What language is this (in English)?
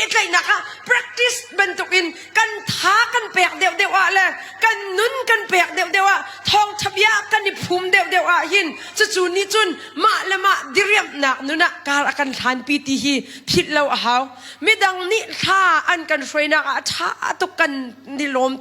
Hakha Chin